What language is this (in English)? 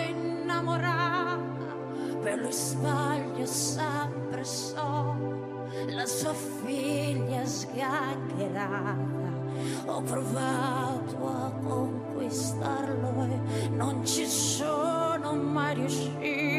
Italian